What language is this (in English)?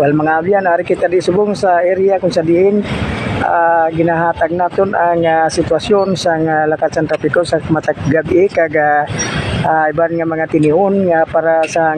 Hiligaynon